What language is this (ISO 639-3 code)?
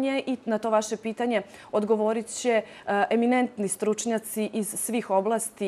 srp